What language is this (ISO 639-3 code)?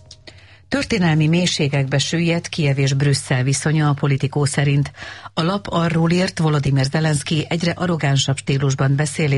hun